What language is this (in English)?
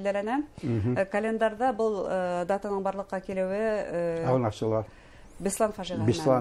Bashkir